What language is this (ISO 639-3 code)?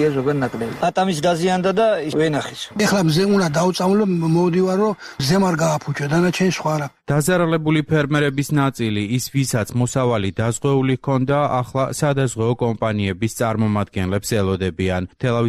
kat